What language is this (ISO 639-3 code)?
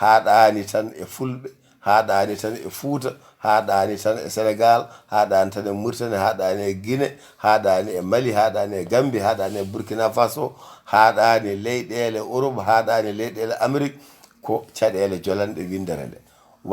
ful